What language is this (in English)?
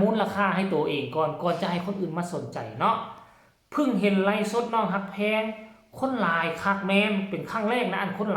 Northeastern Thai